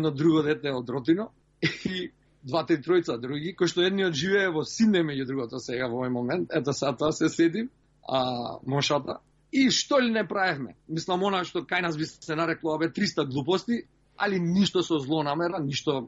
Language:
Macedonian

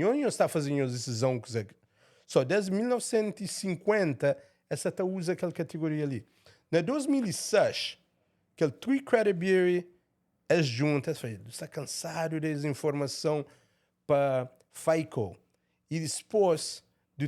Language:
Kabuverdianu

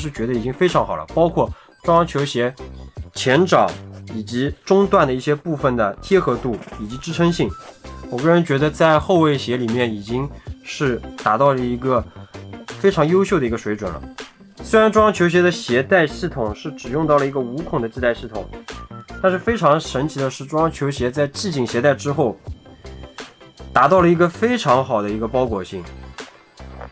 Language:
Chinese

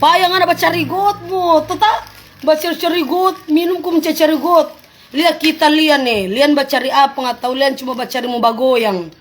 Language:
Manado Malay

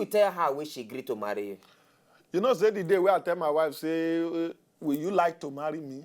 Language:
Nigerian Pidgin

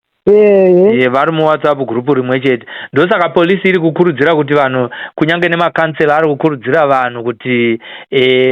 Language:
Shona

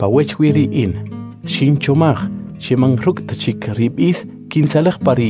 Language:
Kʼicheʼ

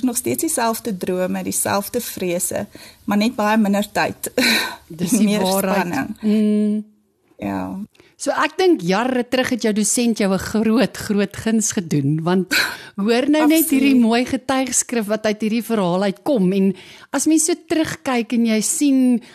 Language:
Afrikaans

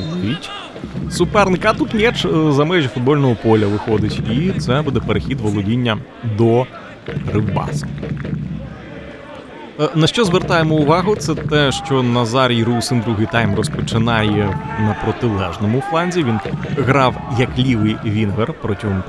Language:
Ukrainian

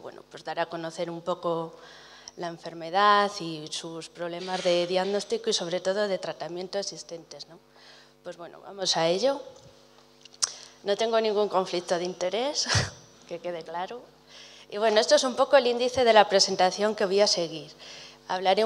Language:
Spanish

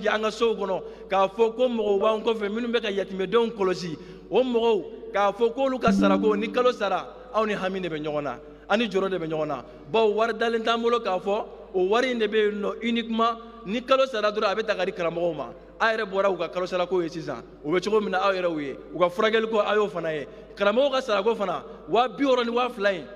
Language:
Bambara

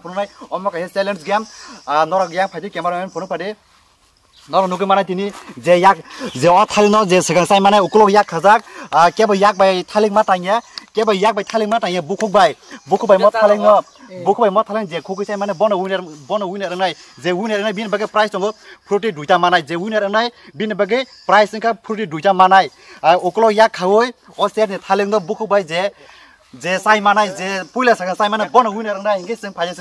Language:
Kok Borok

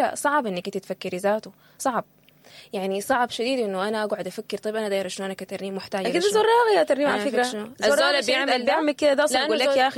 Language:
Sudanese Arabic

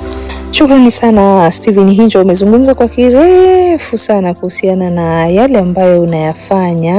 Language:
Swahili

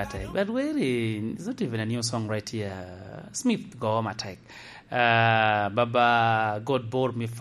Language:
Lango (Uganda)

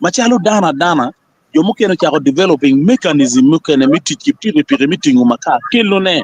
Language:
Acoli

